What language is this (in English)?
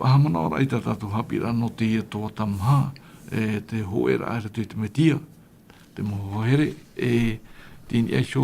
Tahitian